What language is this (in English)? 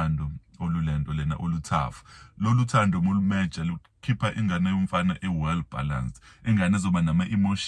Zulu